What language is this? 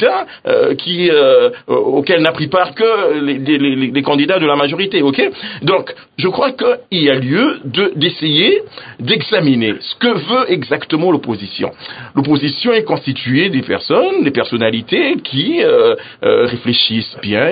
French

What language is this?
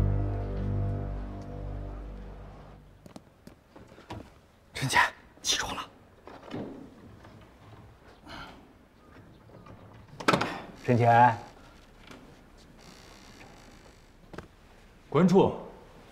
Chinese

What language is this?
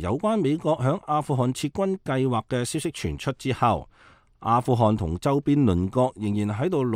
Cantonese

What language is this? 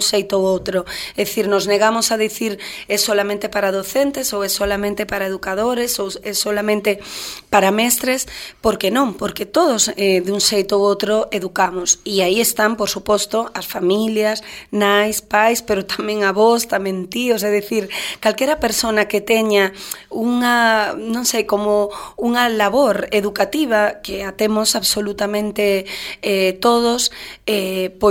Galician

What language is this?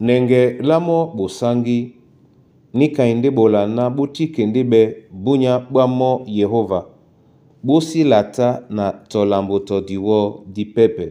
Duala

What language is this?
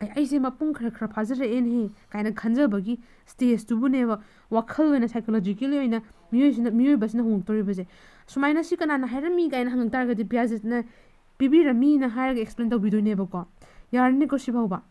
Manipuri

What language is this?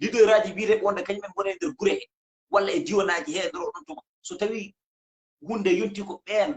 Fula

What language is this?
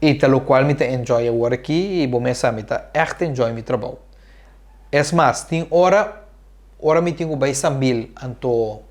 Papiamento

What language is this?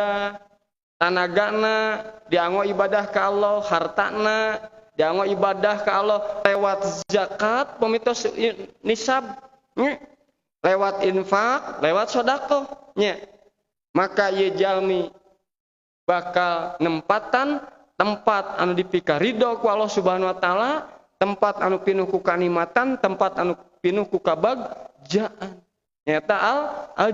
Sundanese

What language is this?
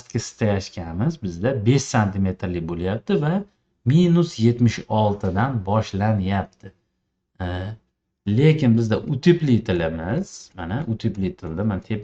Uzbek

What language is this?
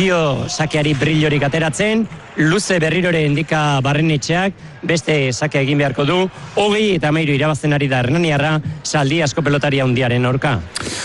Basque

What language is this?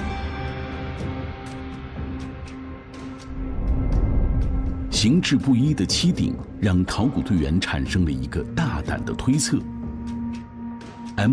Chinese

